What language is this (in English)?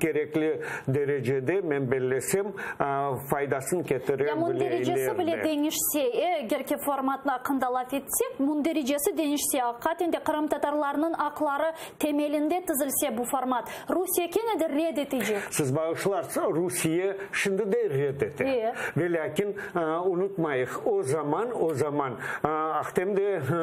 Crimean Tatar